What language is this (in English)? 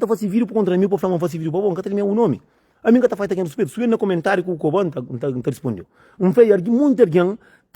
Kabuverdianu